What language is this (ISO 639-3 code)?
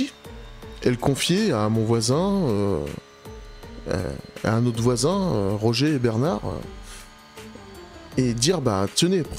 fra